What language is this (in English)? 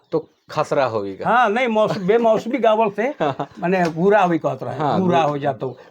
Sadri